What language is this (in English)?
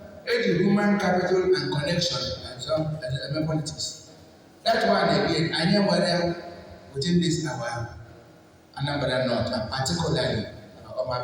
Igbo